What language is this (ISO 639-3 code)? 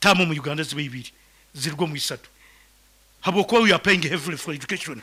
nyn